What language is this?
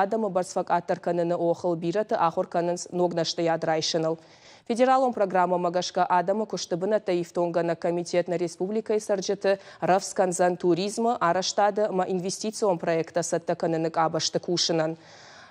Ossetic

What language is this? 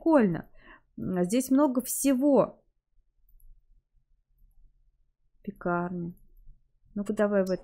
Russian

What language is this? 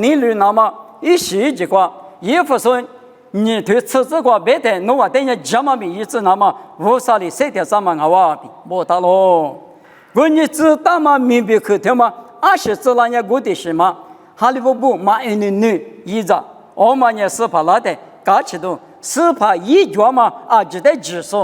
Lisu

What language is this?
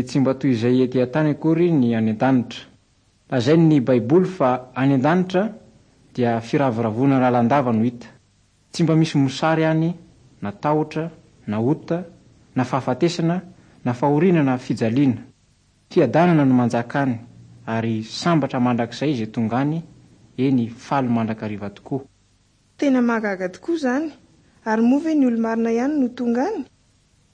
Malagasy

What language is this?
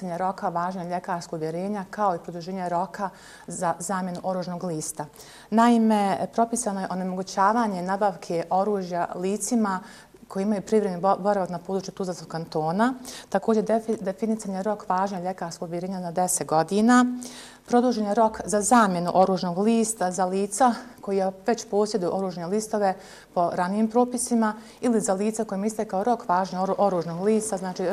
Bosnian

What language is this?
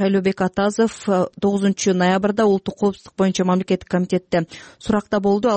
Kyrgyz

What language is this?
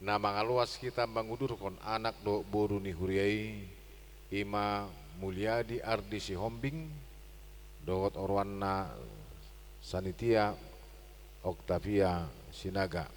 Batak Toba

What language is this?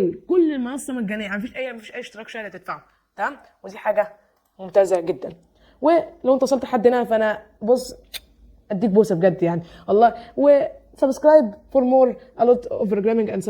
Egyptian Arabic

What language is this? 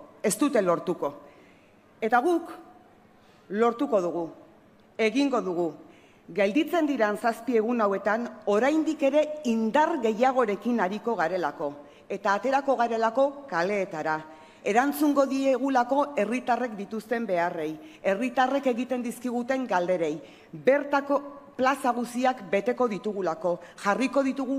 Basque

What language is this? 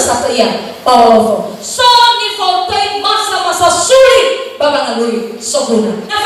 Nias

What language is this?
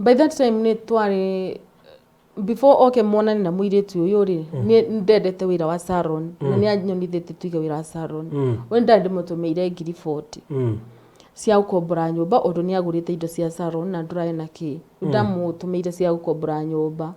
Kikuyu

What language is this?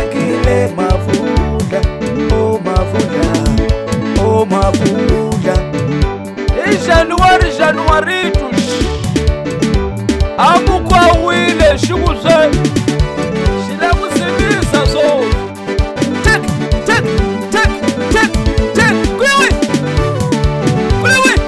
Swahili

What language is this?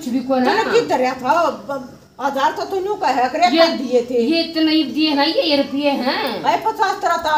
Haryanvi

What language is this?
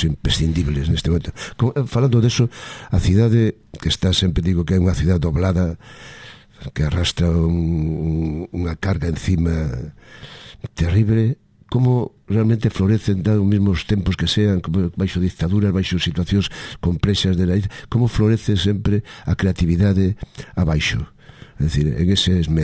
Galician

